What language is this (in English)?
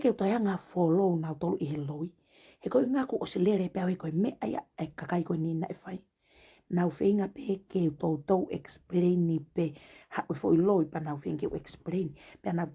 Tongan